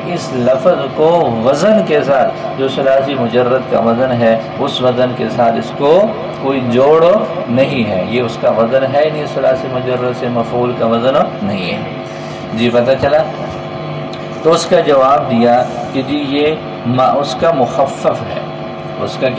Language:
Urdu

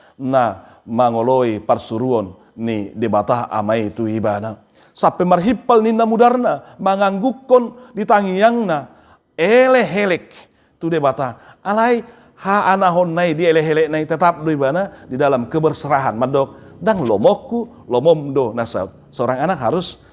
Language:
Batak Toba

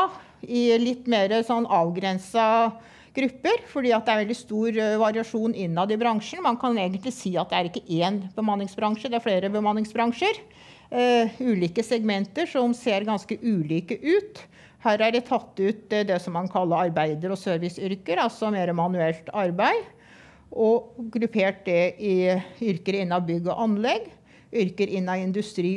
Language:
Norwegian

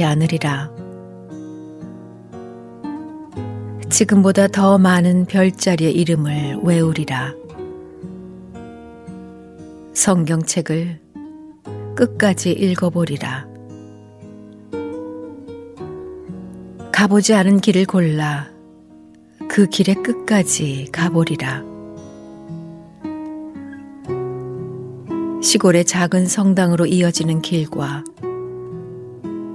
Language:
Korean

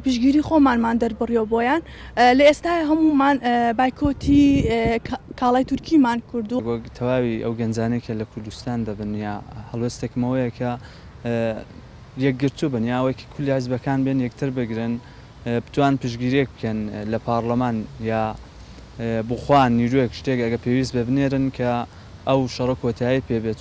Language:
Central Kurdish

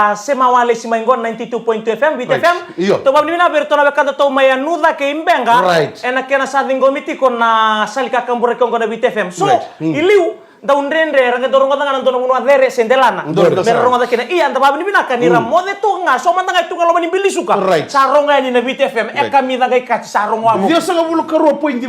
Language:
Fijian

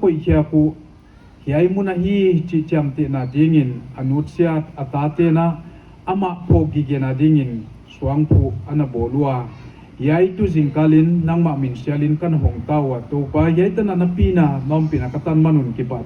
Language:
Paite Chin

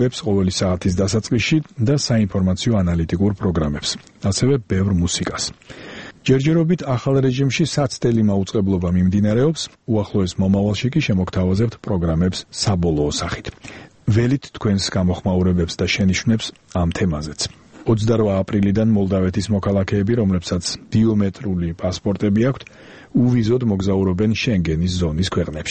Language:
Georgian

